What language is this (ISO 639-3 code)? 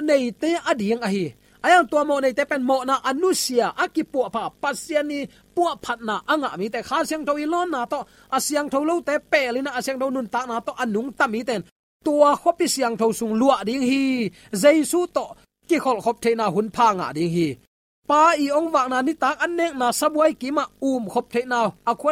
ctd